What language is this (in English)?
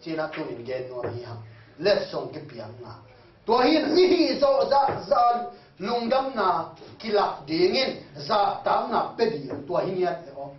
Tedim Chin